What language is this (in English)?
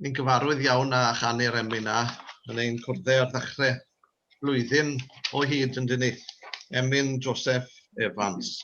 Welsh